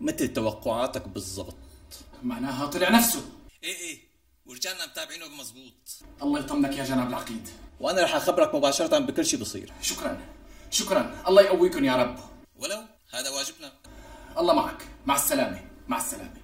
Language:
North Levantine Arabic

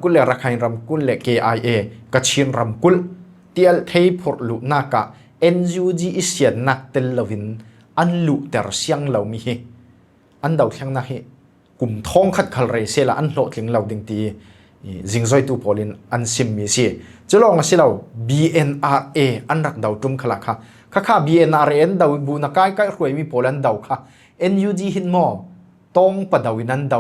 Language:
Falam Chin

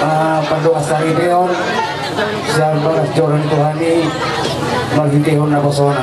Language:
Batak Toba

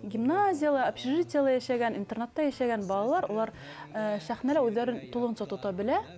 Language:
Bashkir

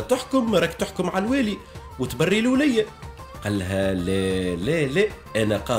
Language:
Tunisian Arabic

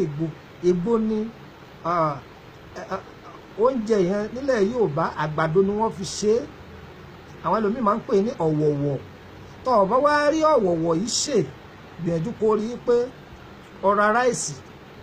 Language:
Yoruba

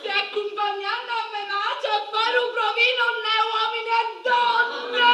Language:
Sicilian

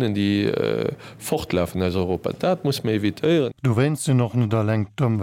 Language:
Luxembourgish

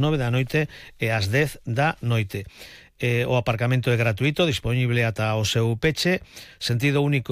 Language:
Galician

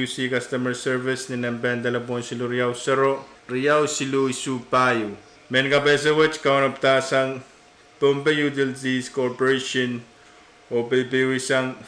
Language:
Pohnpeian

